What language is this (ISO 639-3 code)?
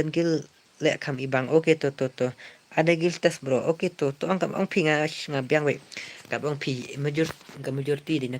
kha